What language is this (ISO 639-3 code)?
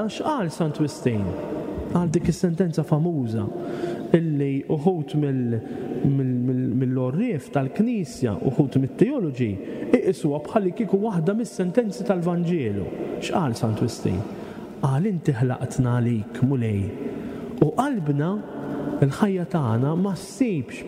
mlt